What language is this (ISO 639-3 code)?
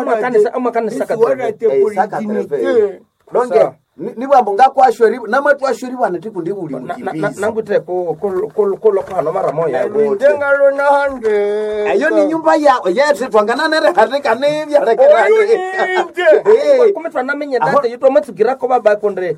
nnb